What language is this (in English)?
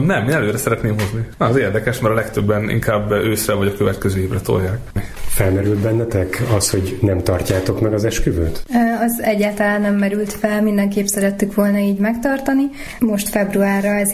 Hungarian